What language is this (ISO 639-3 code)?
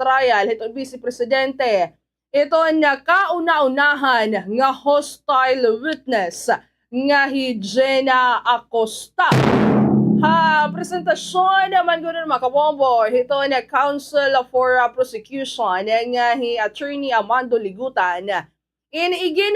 war